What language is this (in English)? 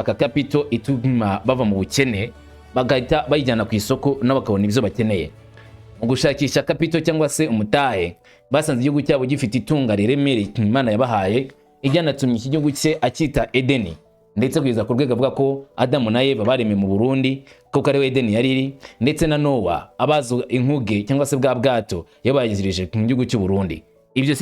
Rundi